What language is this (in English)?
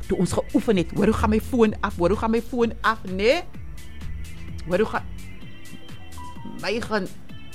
Afrikaans